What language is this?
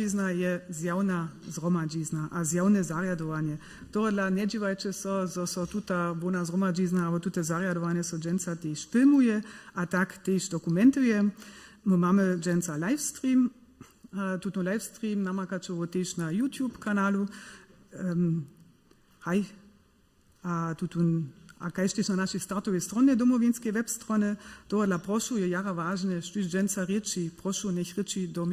Upper Sorbian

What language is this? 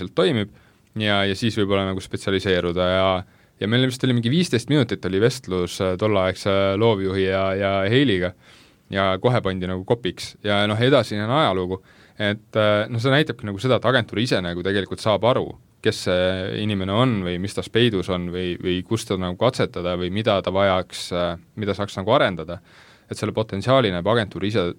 Estonian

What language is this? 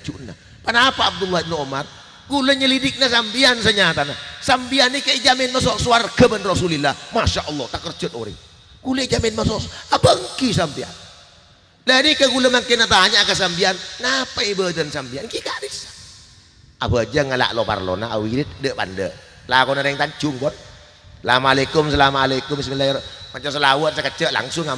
Madurese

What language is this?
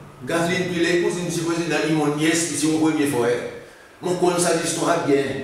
Seselwa Creole French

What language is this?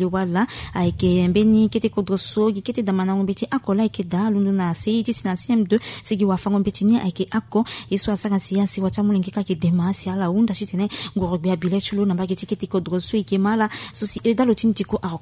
Sango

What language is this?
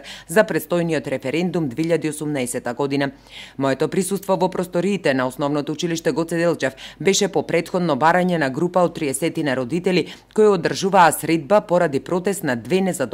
Macedonian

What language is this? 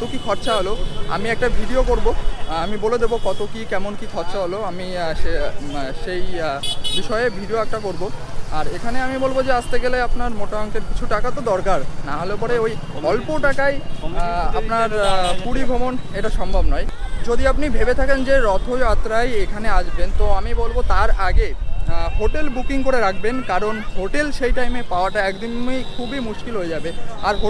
Bangla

